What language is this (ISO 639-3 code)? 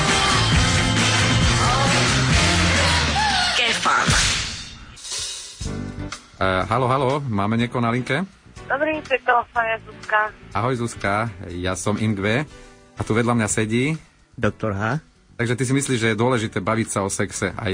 slk